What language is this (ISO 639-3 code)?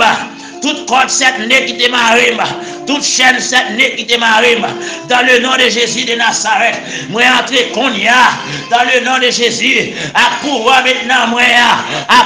hat